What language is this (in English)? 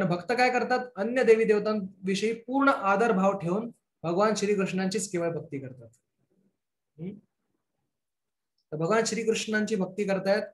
Marathi